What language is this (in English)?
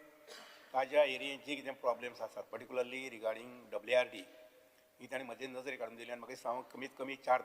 Konkani